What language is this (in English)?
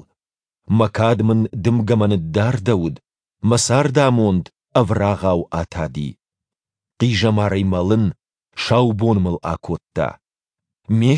Ossetic